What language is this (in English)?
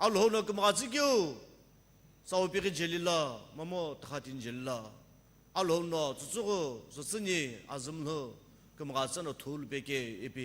Sumi Naga